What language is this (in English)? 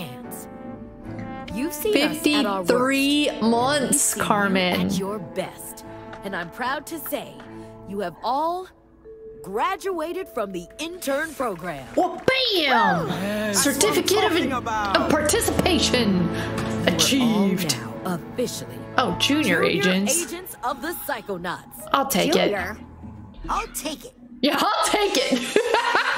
English